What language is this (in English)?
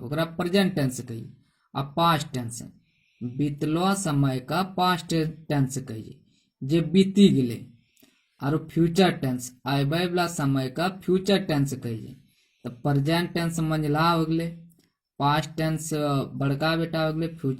Angika